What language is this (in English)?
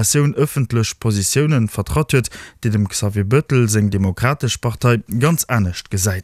Luxembourgish